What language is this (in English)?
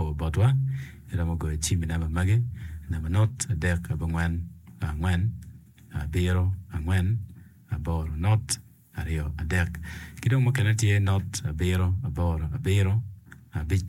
Acoli